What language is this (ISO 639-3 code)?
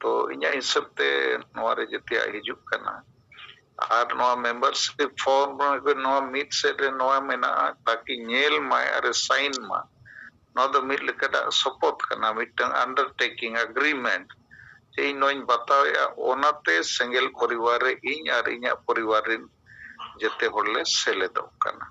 sat